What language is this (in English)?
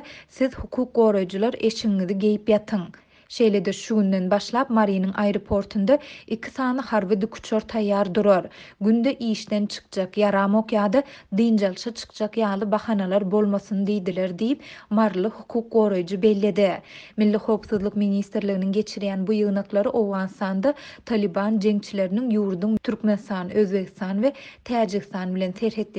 Turkmen